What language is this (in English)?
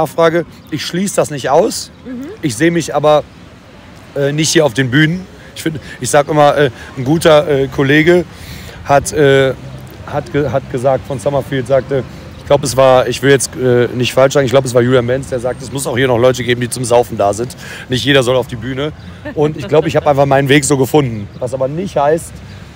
German